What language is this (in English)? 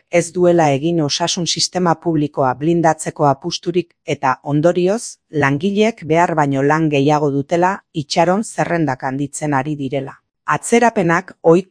Basque